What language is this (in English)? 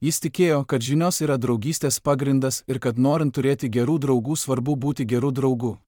Lithuanian